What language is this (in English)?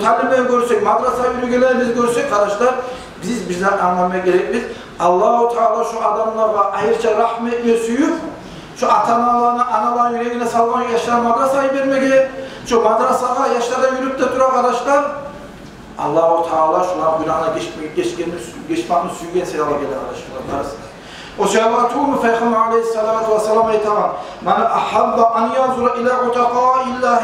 Kumyk